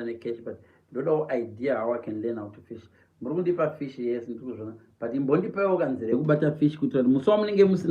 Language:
Shona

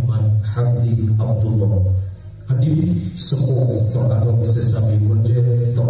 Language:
Madurese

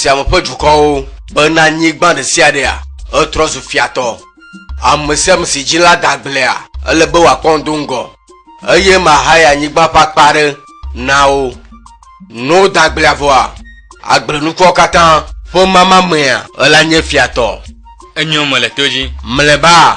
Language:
Ewe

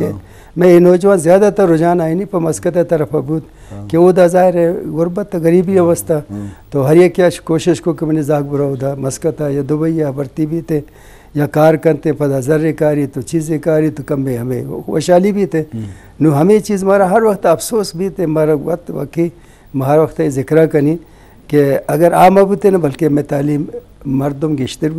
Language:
Eastern Balochi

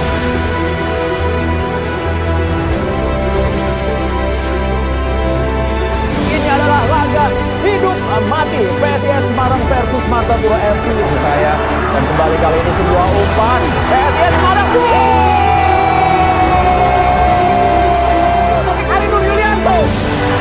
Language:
Indonesian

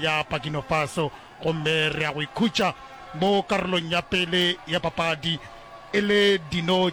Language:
Northern Sotho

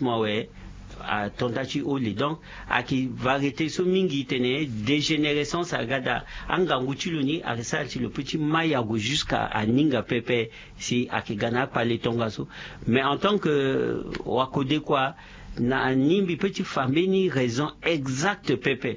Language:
Sango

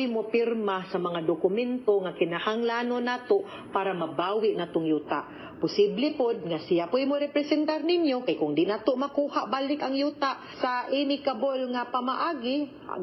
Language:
Cebuano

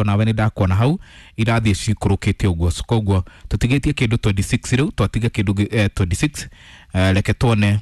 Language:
Kikuyu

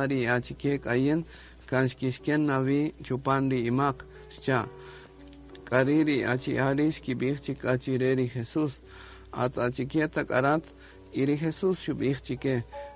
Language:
Kaqchikel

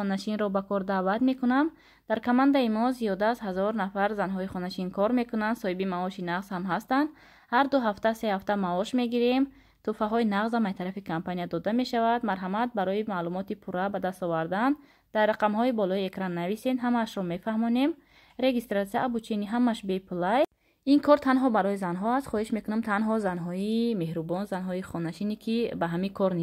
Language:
Tajik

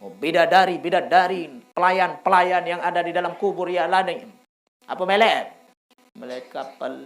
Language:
Sasak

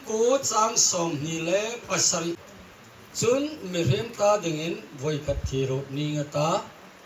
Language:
Hmar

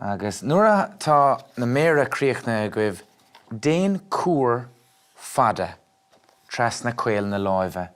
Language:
Irish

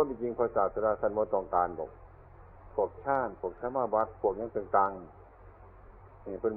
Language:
Northeastern Thai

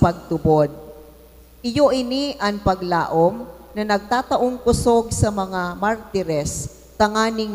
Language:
Bikol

